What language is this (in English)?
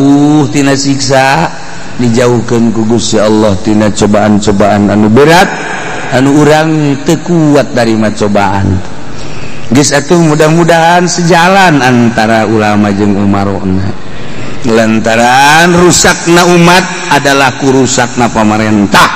Sundanese